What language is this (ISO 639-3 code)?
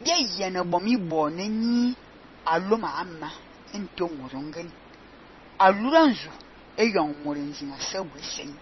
fan